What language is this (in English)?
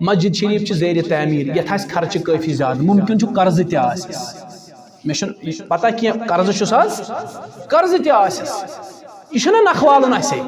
Kashmiri